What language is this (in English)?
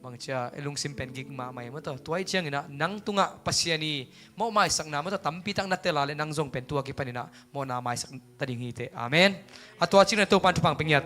Tedim Chin